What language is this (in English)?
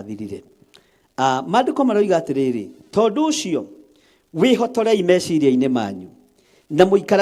Kikuyu